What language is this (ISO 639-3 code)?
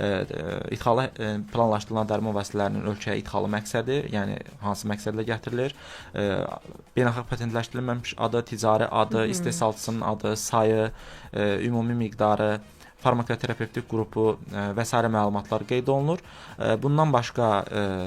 aze